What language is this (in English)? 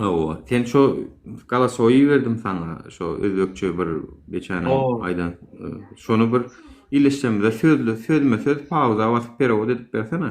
Turkmen